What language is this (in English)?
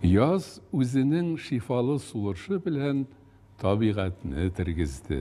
Tatar